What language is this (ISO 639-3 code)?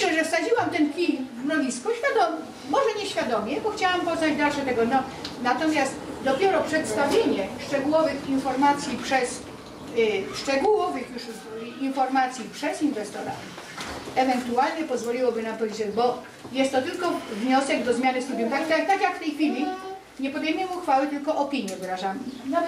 pol